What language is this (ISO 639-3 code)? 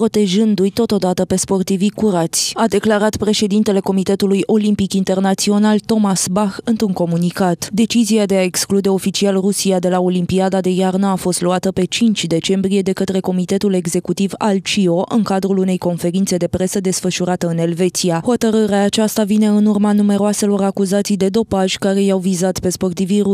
ron